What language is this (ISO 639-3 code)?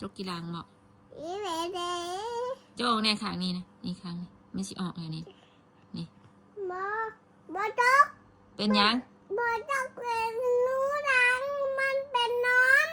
tts